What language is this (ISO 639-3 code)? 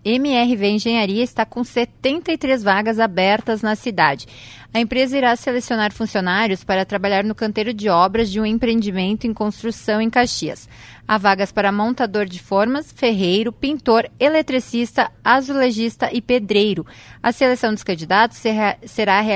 por